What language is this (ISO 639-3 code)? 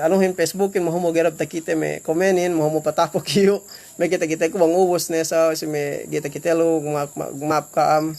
yka